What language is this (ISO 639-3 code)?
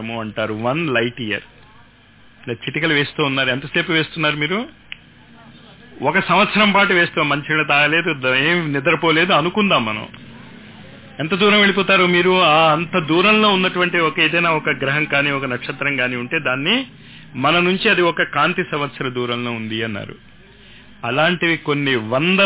tel